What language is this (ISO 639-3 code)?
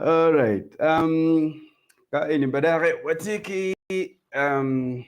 ach